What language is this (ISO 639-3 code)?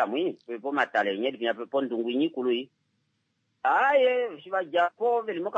kua